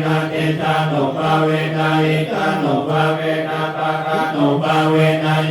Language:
Pali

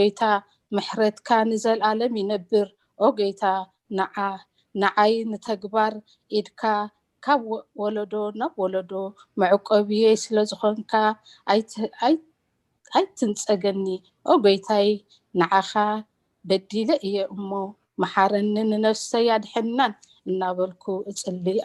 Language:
Tigrinya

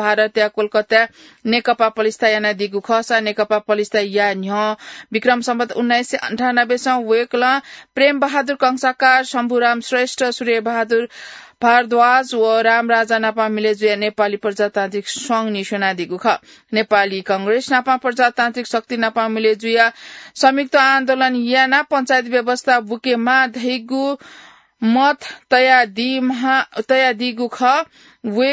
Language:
Newari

